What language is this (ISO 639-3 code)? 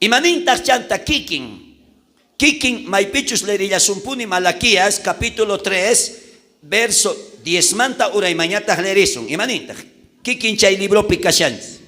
quh